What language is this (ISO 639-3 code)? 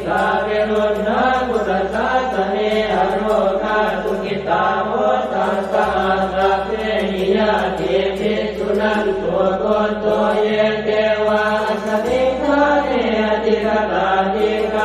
pli